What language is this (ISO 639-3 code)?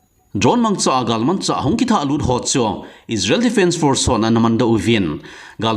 tcz